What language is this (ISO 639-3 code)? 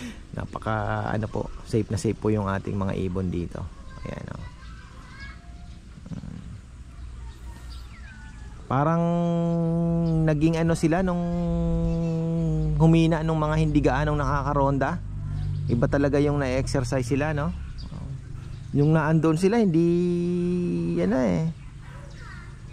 fil